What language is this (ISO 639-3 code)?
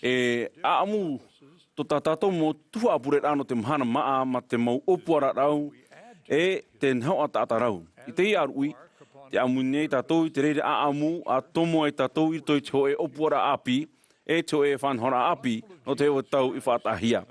tah